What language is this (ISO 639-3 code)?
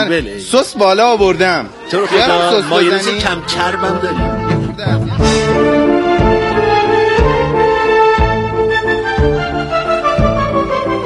fas